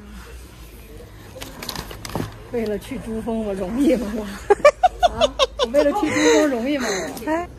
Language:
Chinese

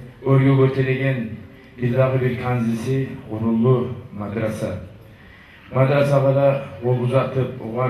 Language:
Kumyk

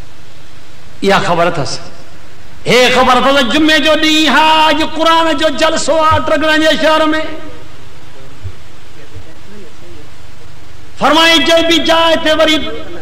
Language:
Sindhi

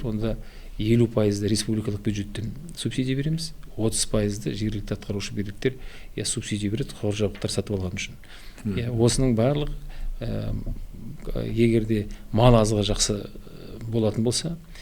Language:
Kazakh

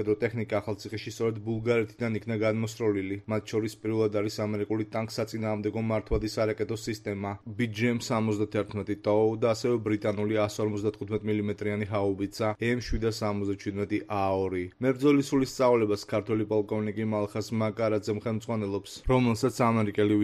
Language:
Georgian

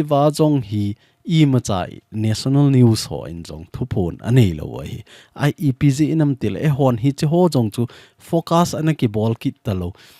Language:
Thado Chin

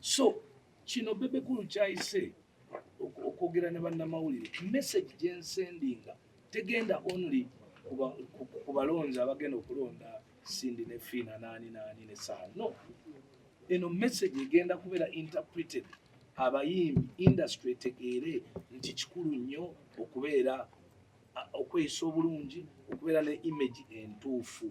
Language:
Ganda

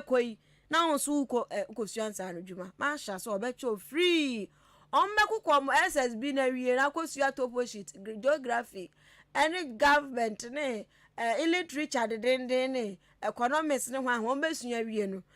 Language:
Akan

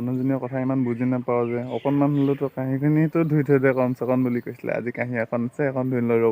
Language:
Assamese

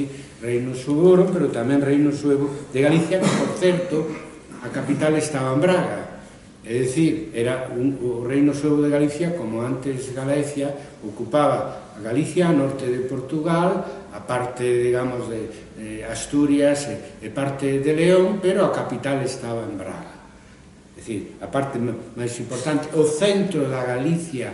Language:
Galician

